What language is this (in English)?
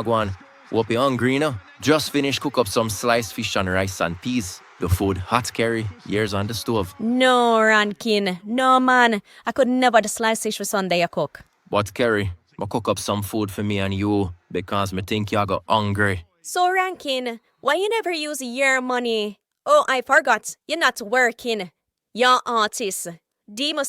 Jamaican Creole English